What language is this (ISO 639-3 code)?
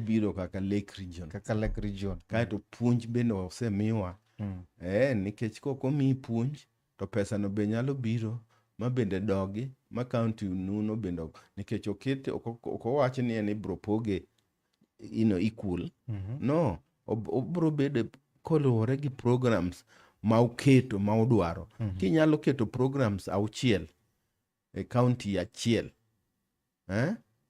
luo